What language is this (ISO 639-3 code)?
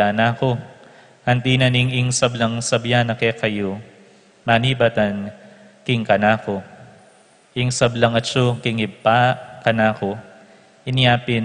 pam